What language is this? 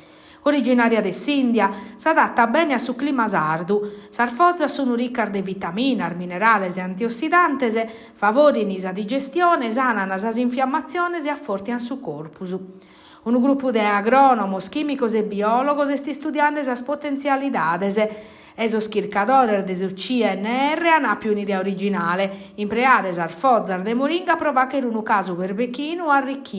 Sardinian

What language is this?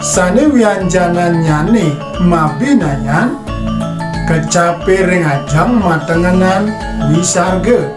Balinese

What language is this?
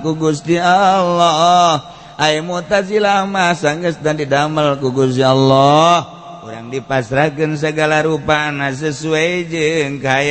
Sundanese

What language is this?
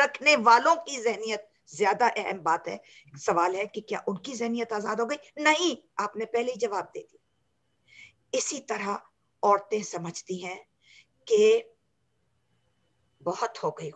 Urdu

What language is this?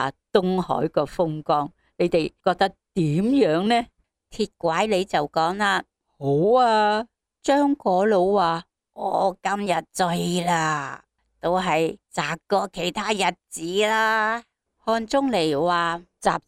Cantonese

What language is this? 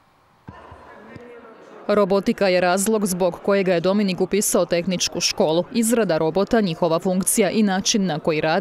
Croatian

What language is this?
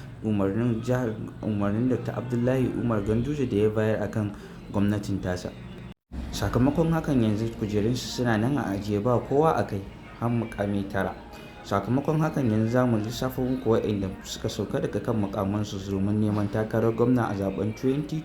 Hausa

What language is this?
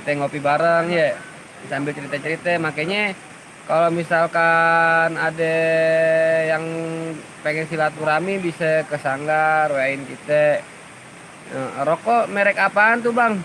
Betawi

